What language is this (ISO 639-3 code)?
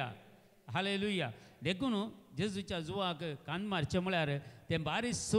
kok